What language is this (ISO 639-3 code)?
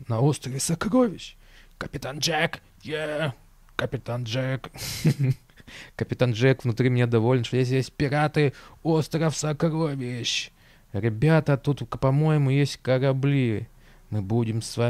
rus